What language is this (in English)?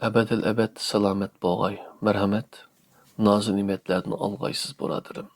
Uyghur